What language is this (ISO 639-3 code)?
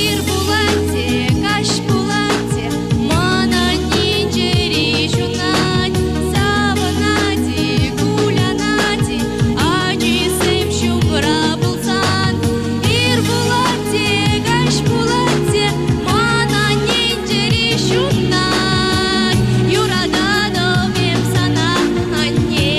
chv